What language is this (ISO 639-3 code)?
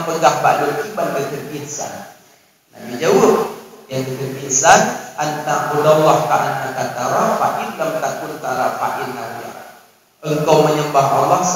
ace